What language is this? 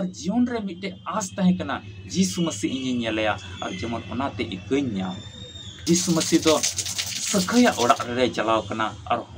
Santali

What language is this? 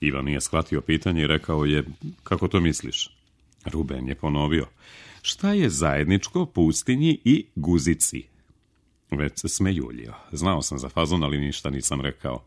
Serbian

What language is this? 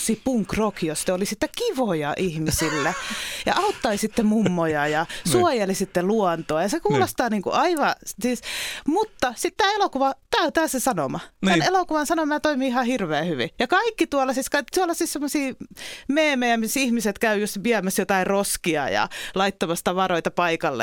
Finnish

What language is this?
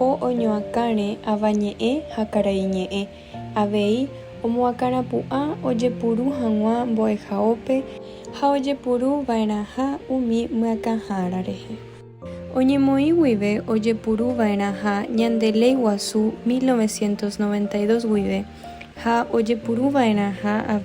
Guarani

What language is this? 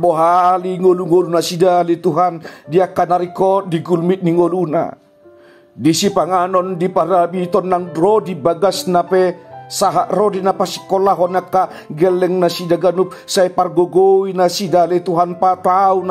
Batak Toba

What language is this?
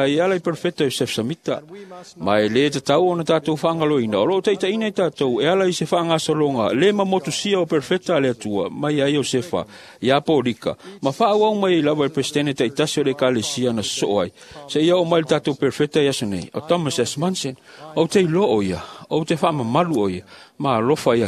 Samoan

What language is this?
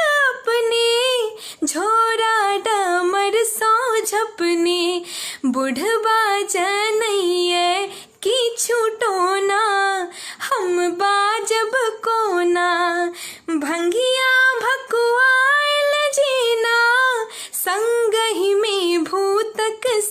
Maithili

